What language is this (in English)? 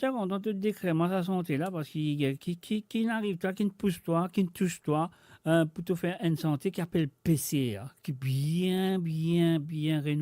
Morisyen